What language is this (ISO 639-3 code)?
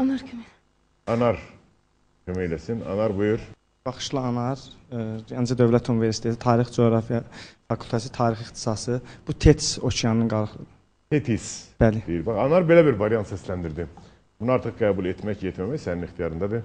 aze